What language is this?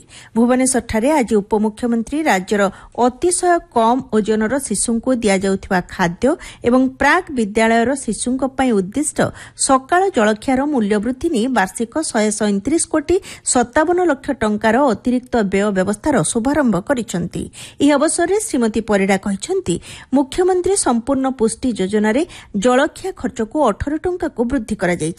Odia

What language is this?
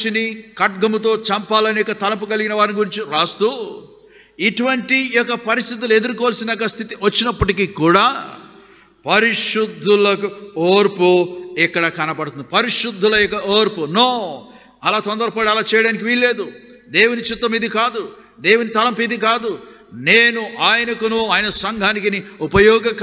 Telugu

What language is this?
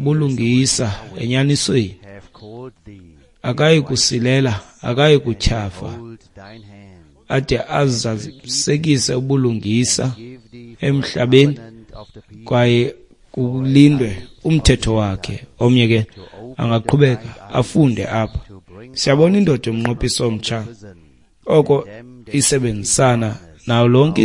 Xhosa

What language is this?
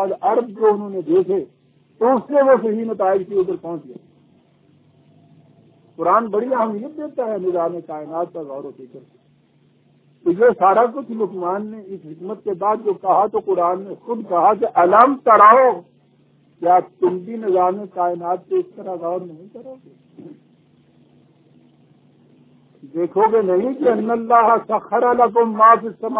Urdu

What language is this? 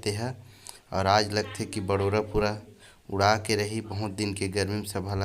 Chhattisgarhi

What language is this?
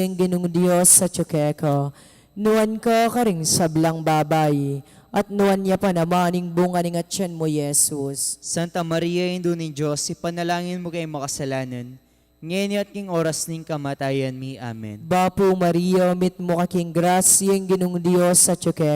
Pampanga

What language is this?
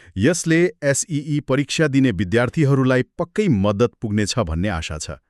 Nepali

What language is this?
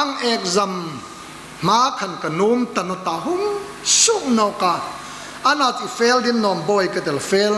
Hmar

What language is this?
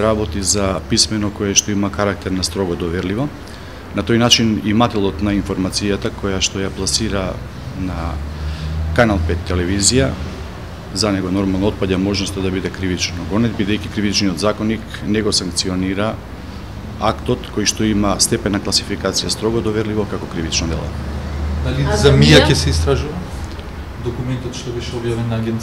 Macedonian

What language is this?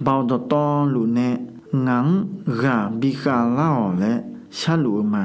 Akha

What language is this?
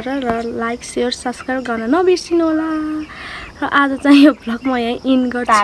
Nepali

